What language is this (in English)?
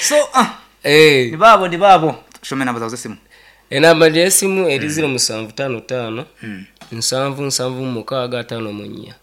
Nyankole